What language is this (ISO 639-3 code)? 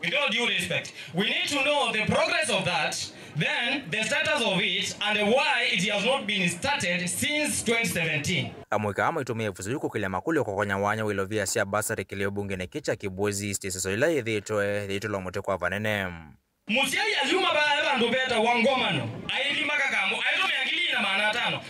kam